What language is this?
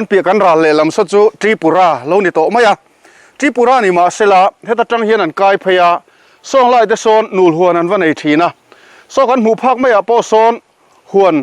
Mizo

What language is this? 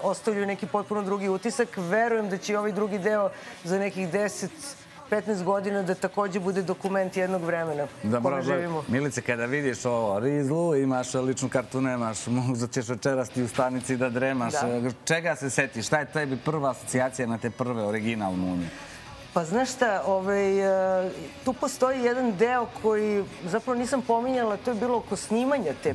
Serbian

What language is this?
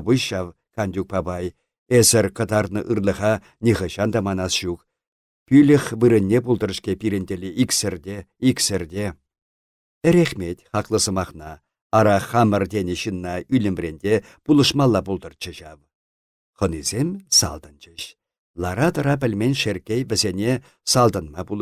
Chuvash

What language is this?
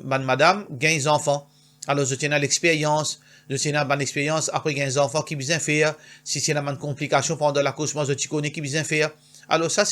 Morisyen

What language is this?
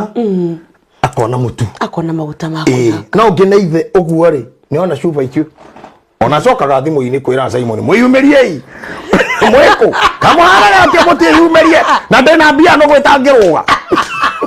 Kikuyu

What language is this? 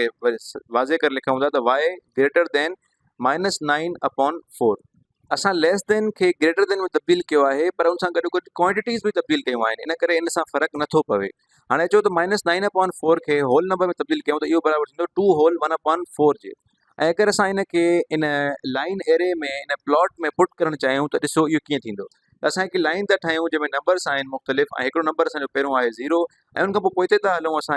Sindhi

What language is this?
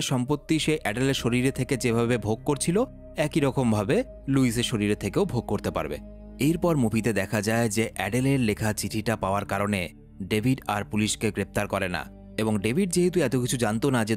Bangla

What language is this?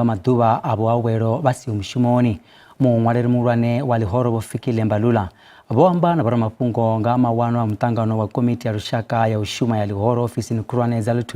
Venda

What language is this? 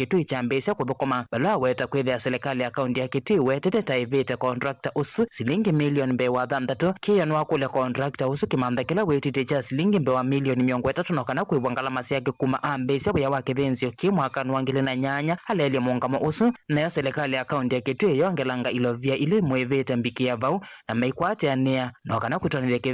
Kamba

